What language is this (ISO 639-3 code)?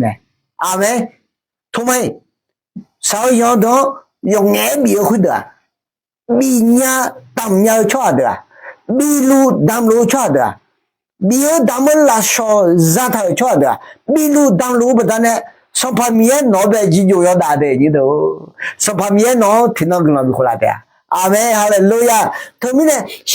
ahk